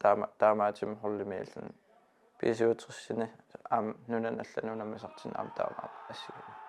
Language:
Kalaallisut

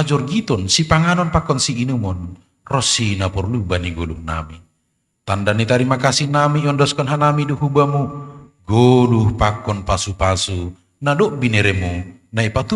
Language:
Batak Simalungun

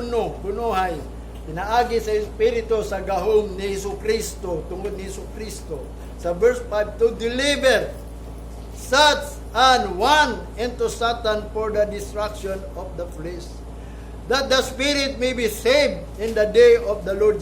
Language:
Cebuano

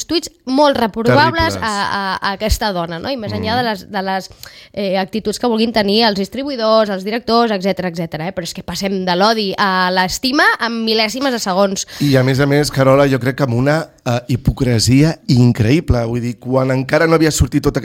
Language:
Catalan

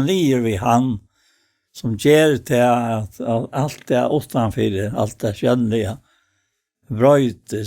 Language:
Faroese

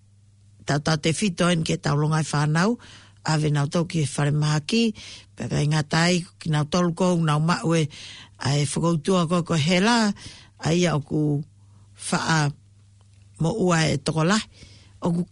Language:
Tongan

